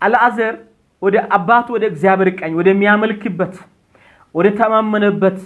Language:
Amharic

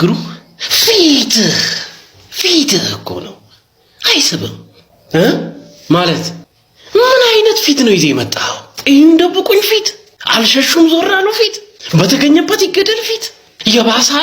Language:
Amharic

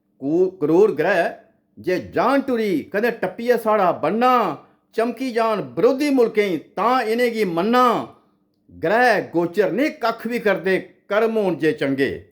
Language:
Dogri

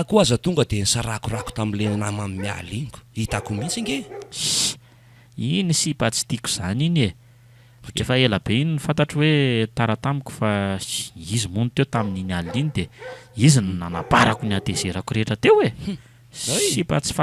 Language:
Malagasy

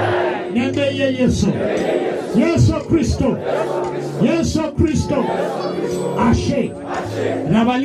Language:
Masai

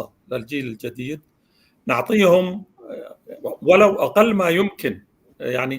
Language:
North Levantine Arabic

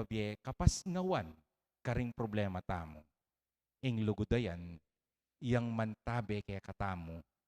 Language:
Pampanga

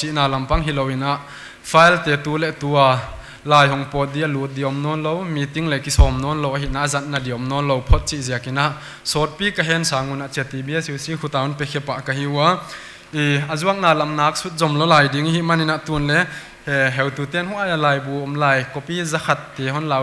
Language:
Paite Chin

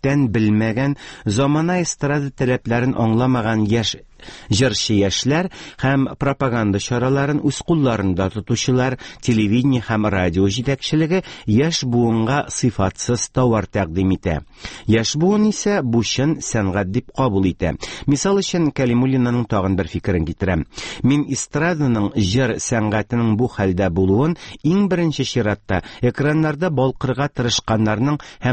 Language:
Tatar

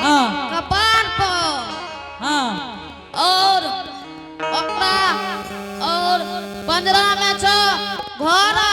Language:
Angika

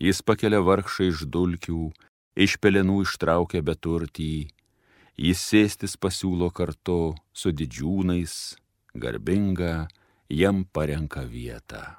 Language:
Lithuanian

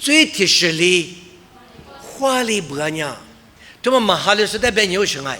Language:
Lisu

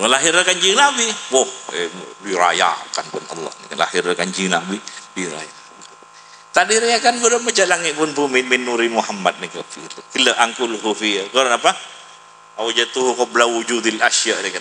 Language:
Madurese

